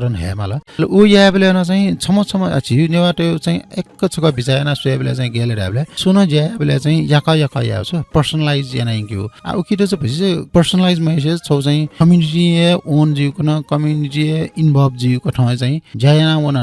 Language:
Newari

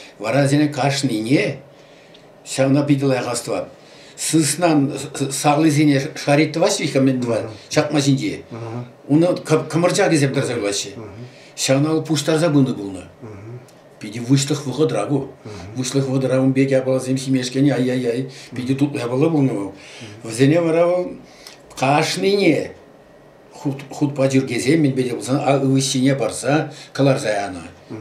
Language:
Chuvash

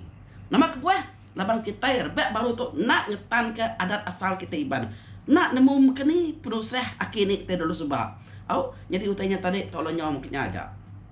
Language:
Iban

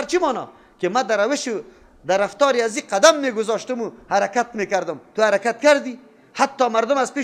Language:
Persian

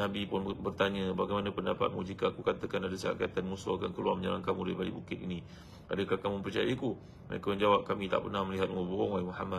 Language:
Malay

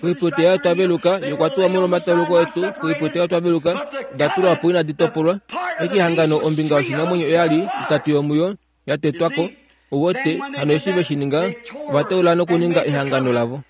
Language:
Kuanyama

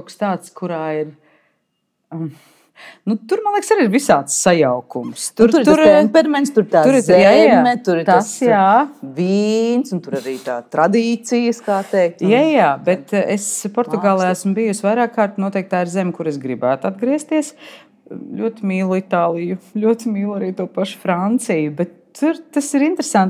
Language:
Latvian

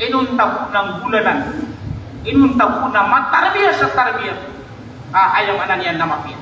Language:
Maranao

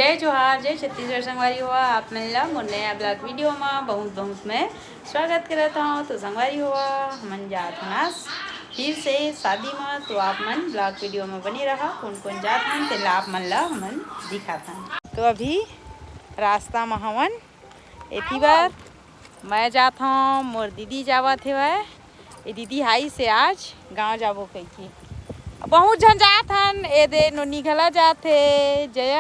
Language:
Chhattisgarhi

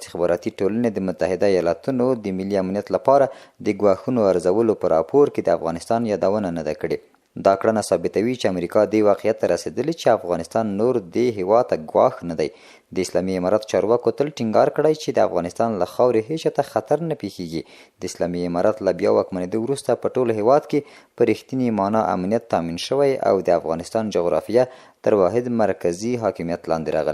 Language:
Pashto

